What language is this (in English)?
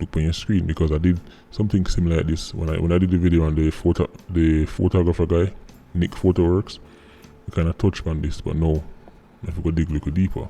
Jamaican Creole English